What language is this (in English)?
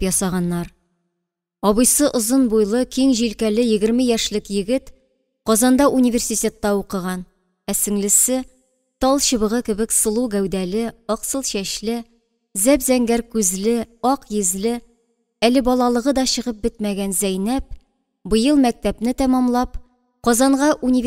Tatar